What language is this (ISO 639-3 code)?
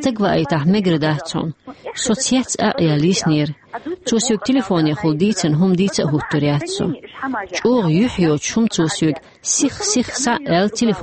che